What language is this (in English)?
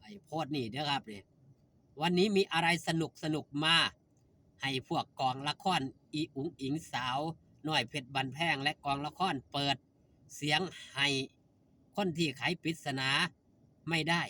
Northeastern Thai